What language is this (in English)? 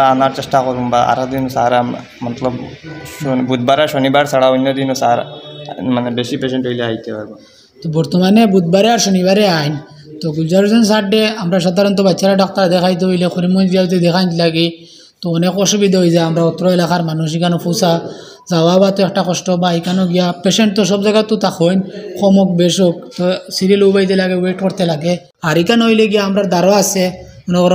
Sylheti